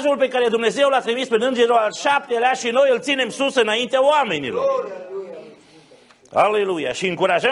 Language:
Romanian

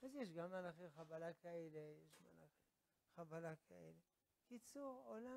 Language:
Hebrew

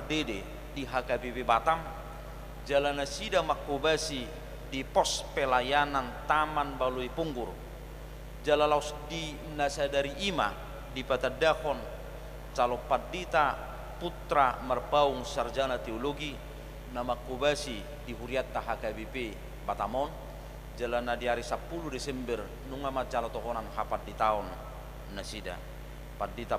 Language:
Batak Toba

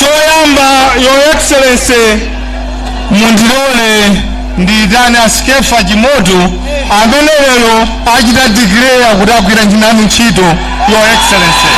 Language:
Nyanja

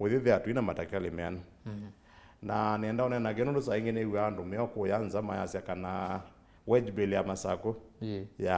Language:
Kamba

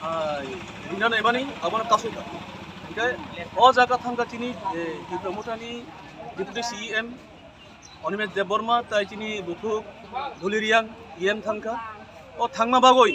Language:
Kok Borok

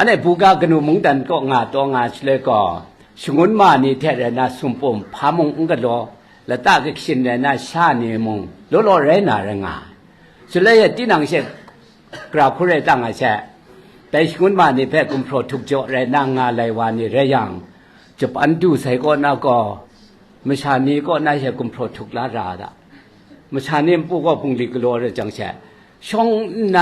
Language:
Kachin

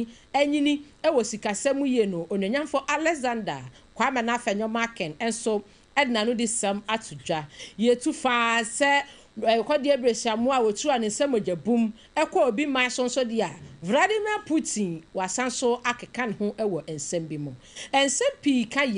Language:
Akan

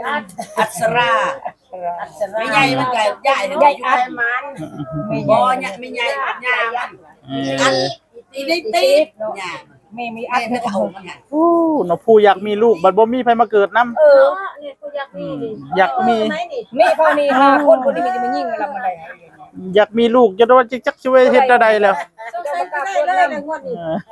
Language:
Northeastern Thai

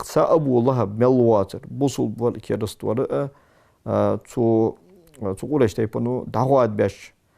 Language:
Ingush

